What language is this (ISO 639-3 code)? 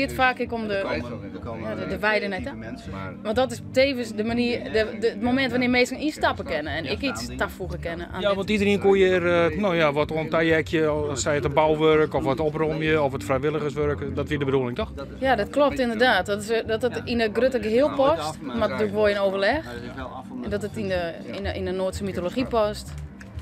fry